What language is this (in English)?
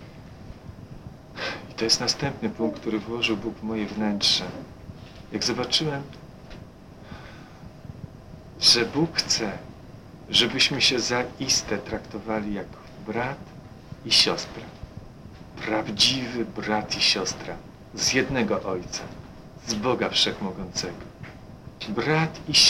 Polish